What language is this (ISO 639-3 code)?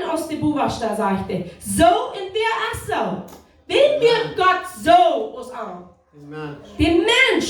pdt